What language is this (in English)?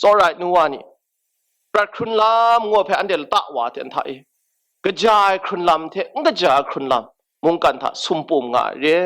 Kachin